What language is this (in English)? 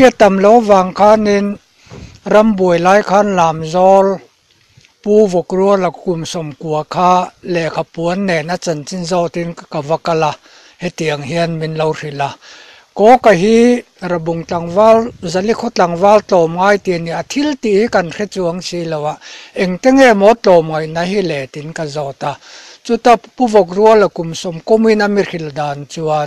Mizo